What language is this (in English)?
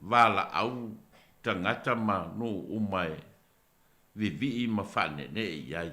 Samoan